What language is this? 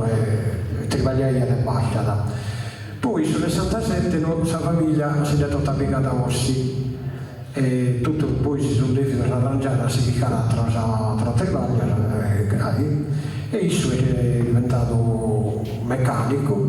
Sardinian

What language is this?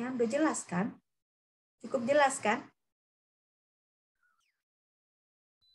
Indonesian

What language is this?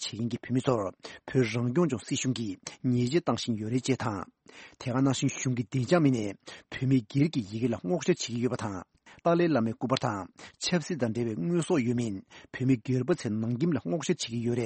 Tibetan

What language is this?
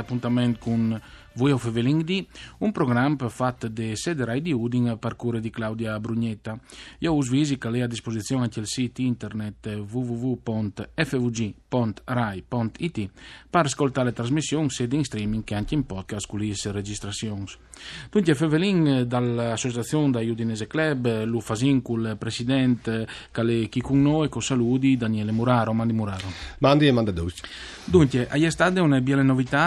Friulian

